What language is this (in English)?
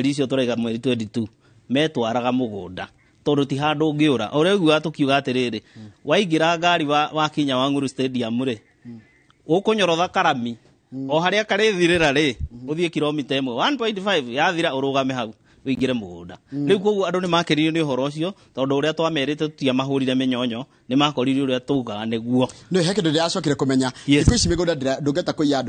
Kikuyu